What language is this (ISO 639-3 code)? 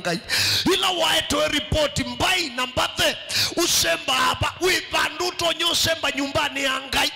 kam